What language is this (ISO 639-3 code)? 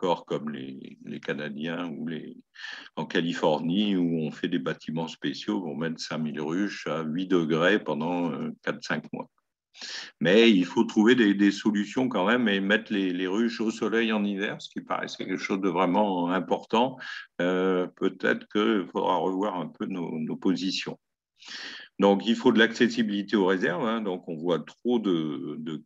fra